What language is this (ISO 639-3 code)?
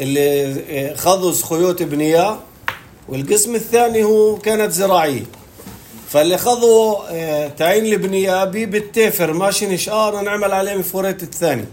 apc